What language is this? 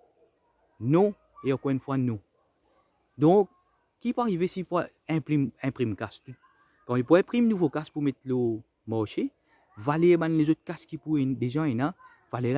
Morisyen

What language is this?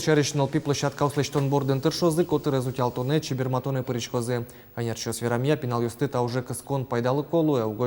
Udmurt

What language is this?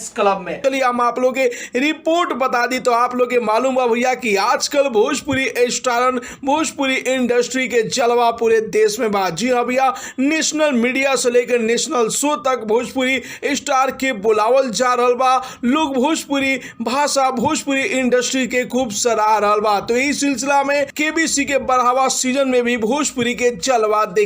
Bhojpuri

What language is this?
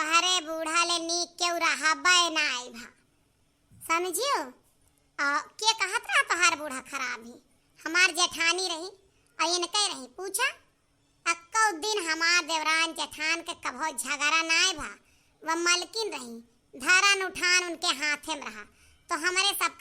Awadhi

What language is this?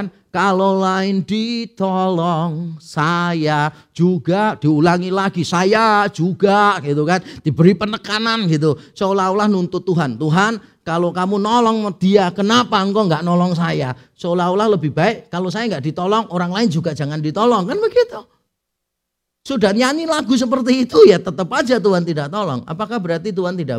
Indonesian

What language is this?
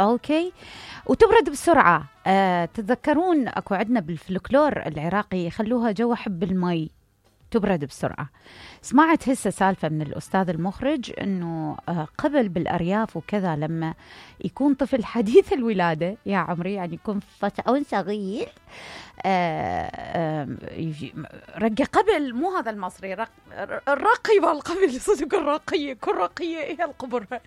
Mesopotamian Arabic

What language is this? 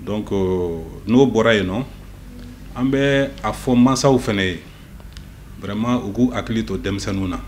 Bambara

